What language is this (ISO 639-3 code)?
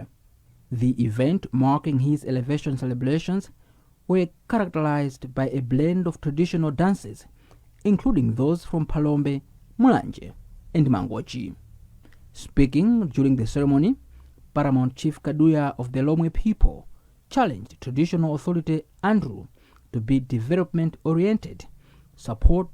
eng